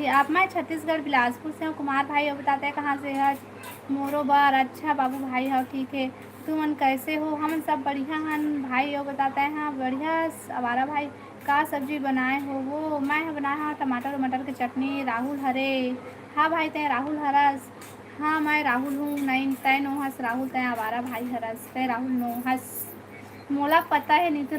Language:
Chhattisgarhi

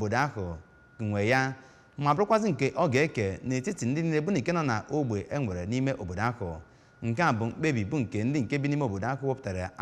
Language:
Igbo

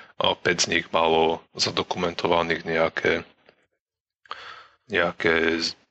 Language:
Slovak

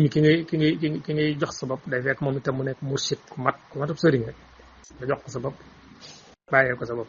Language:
Wolof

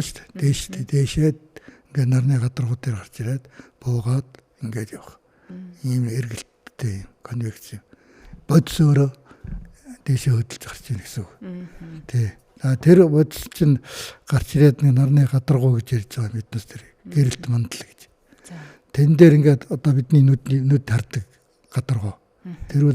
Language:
Mongolian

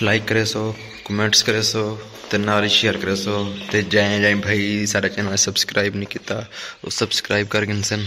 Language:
Saraiki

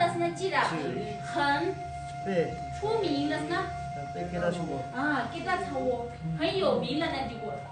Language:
Tibetan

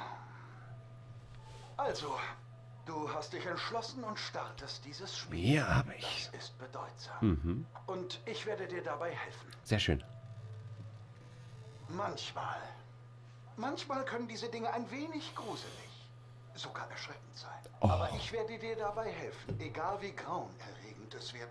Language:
German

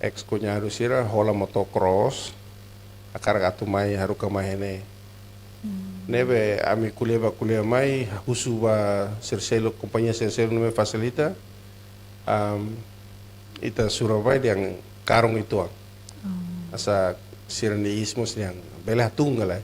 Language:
Tetum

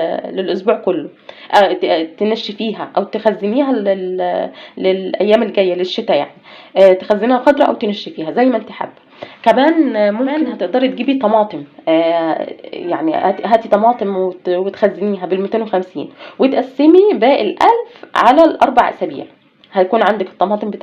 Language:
Egyptian Arabic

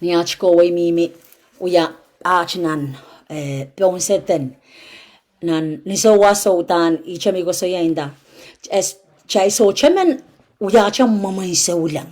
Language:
Pohnpeian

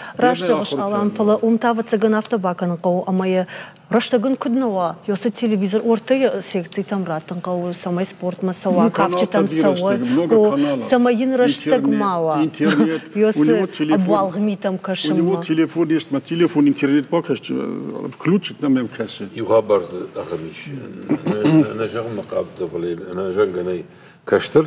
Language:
Ossetic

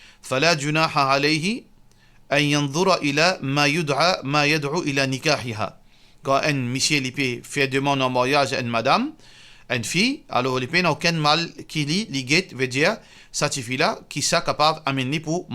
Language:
Morisyen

